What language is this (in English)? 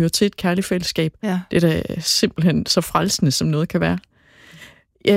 Danish